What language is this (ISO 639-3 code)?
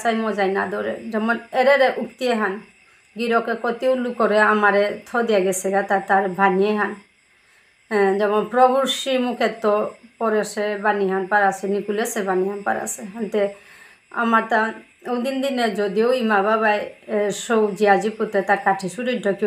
bpy